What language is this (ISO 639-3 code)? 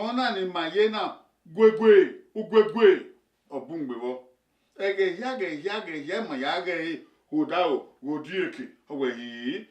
bin